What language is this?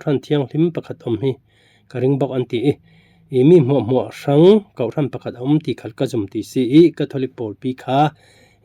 Falam Chin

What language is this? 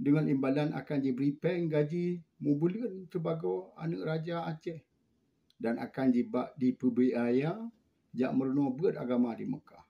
Achinese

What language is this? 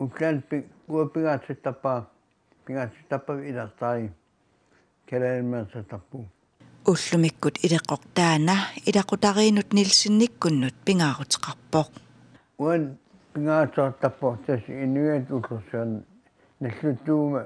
Kalaallisut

